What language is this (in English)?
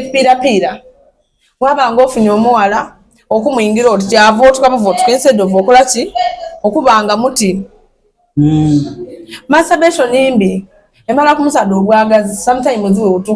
Soga